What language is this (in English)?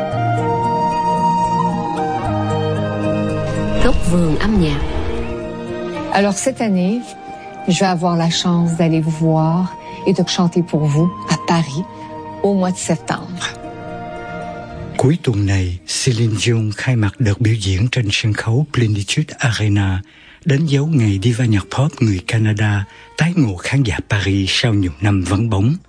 Vietnamese